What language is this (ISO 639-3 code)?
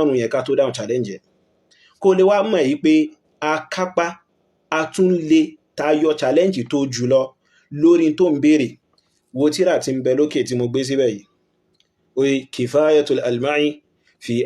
yor